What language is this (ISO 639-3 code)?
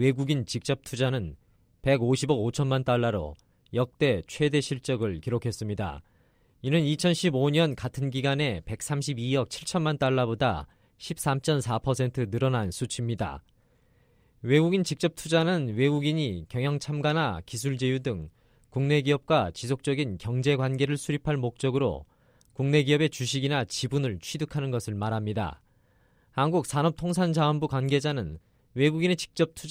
kor